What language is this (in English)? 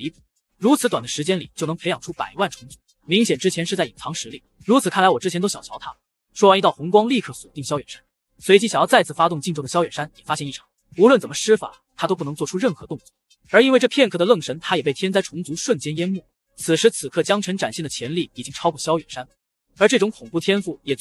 Chinese